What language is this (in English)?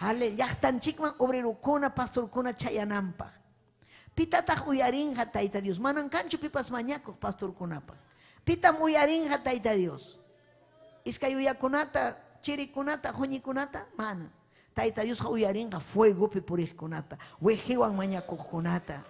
Ayacucho Quechua